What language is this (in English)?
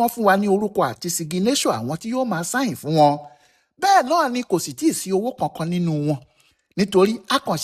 Yoruba